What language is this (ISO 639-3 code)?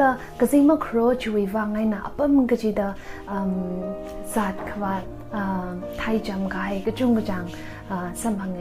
nmf